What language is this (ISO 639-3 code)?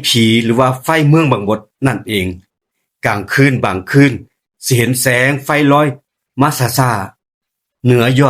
tts